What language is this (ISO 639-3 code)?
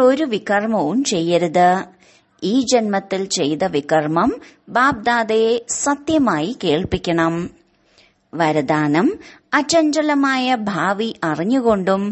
mal